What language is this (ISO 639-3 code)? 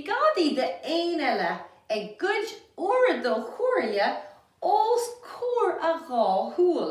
gle